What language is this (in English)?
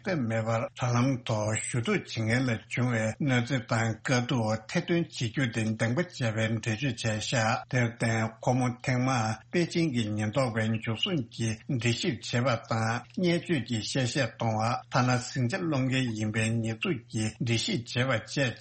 Tibetan